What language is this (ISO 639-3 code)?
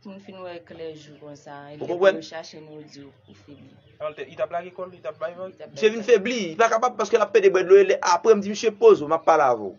hat